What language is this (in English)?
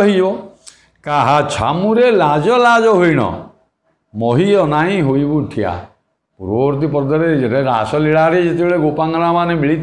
Odia